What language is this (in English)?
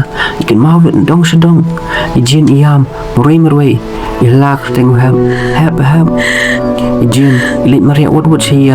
Khasi